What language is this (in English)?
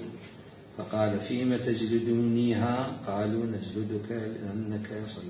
Mesopotamian Arabic